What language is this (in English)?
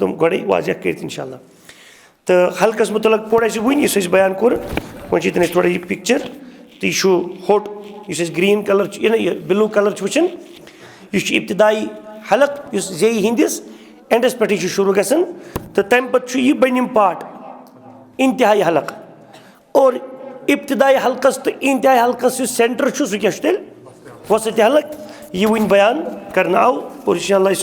Kashmiri